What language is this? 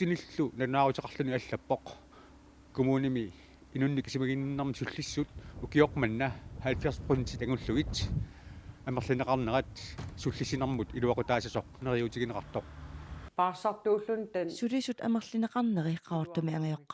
Kalaallisut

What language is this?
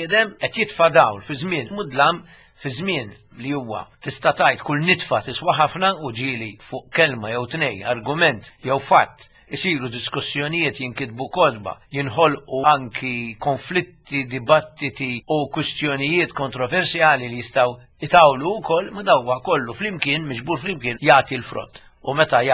Maltese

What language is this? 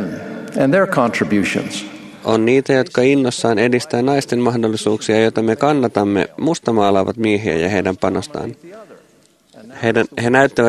Finnish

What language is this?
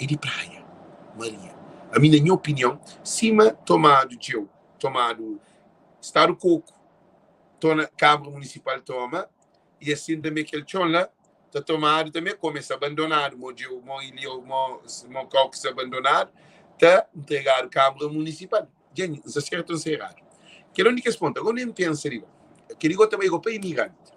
Kabuverdianu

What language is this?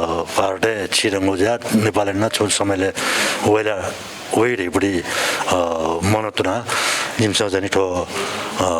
Newari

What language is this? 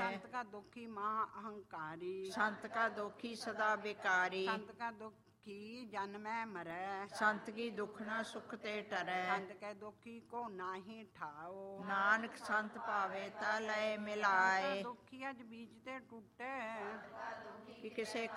Punjabi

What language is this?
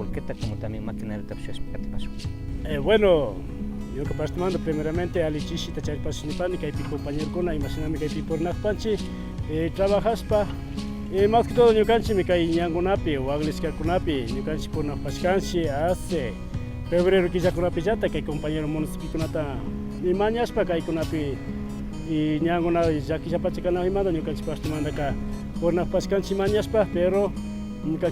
Imbabura Highland Quichua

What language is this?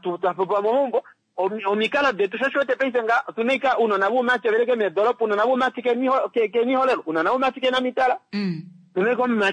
Kuanyama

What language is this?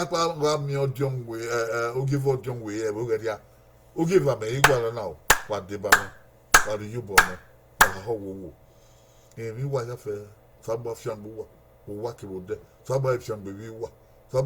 Bini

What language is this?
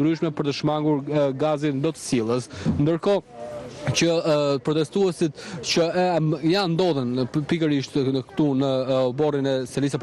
Albanian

